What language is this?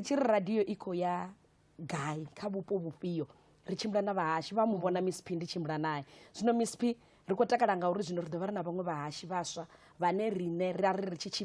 Venda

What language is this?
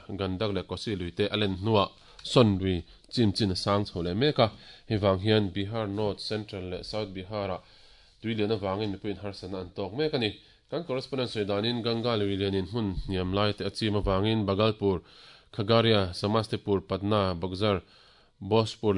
Mizo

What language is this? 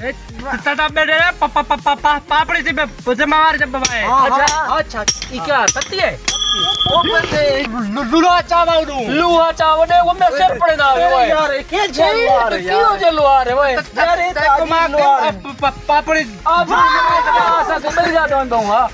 Saraiki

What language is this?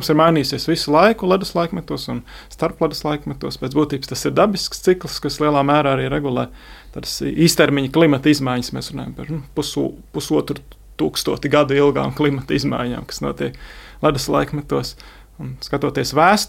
Latvian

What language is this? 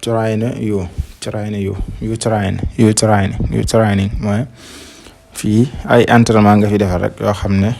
Wolof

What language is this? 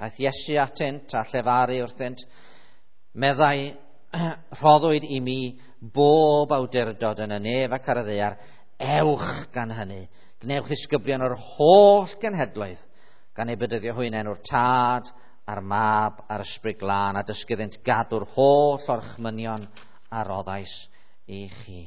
Welsh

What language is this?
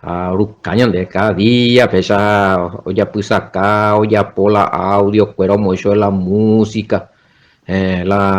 Guarani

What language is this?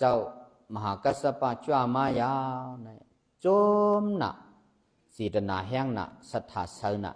Shan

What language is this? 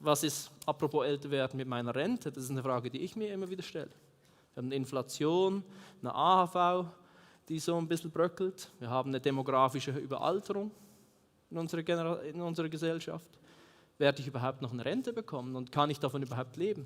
Swiss German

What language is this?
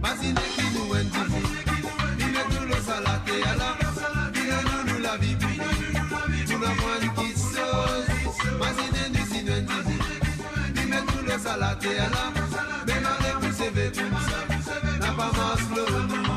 Morisyen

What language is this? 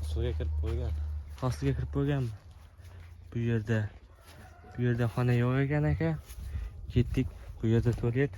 Uzbek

